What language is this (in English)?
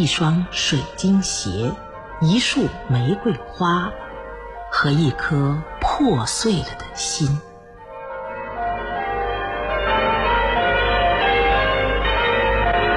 Chinese